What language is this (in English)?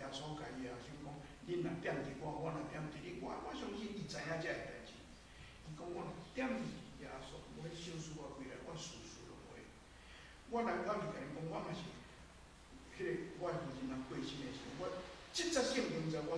Min Nan Chinese